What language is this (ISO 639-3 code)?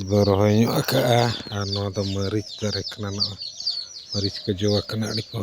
sat